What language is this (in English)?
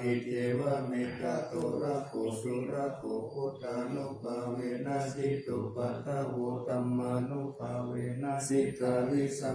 Pali